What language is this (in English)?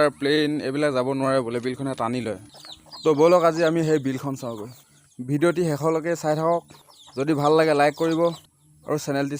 Assamese